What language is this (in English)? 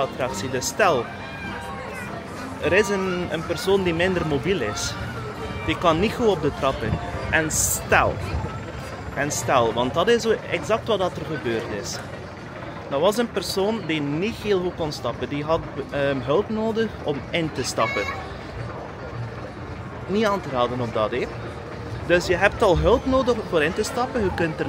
Dutch